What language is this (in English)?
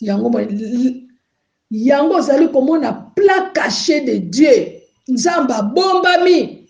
Lingala